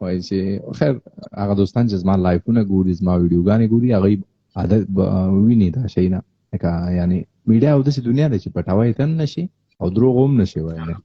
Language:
Pashto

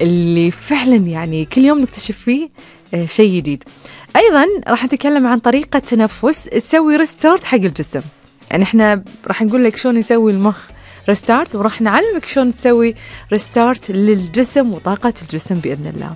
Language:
Gulf Arabic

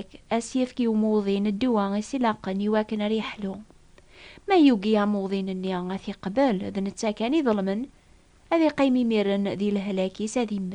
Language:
Kabyle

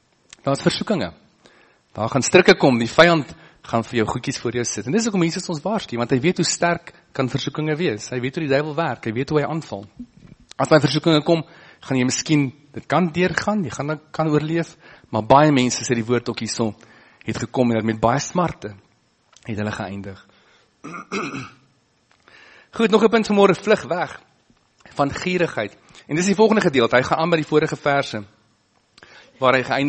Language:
Afrikaans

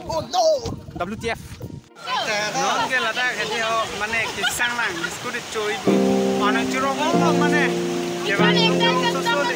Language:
Karbi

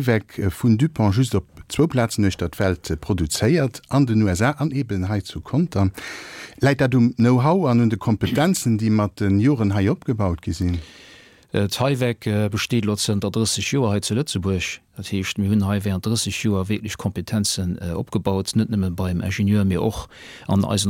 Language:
Luxembourgish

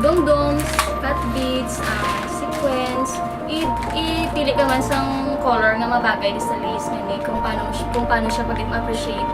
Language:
Hiligaynon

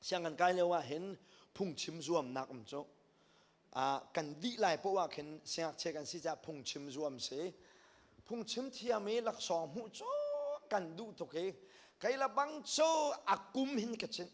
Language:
Hakha Chin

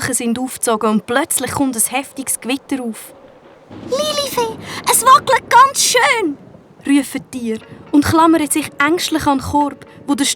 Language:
Swiss German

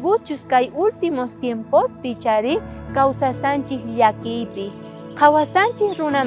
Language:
South Bolivian Quechua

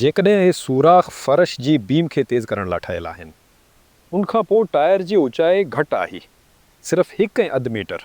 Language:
Sindhi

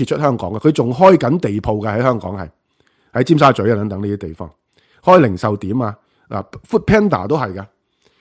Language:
Cantonese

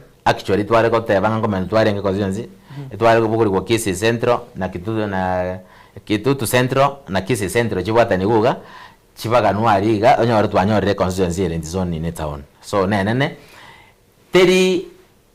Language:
Gusii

